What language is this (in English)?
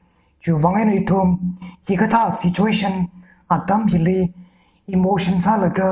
Tangkhul Naga (India)